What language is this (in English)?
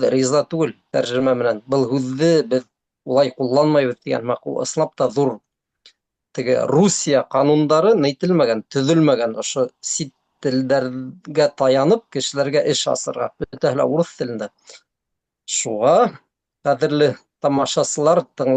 Bashkir